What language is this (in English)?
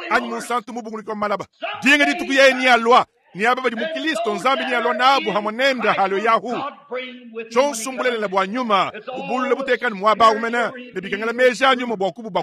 Luba-Lulua